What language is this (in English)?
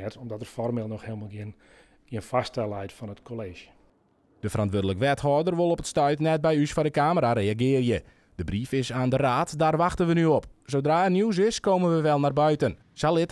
Western Frisian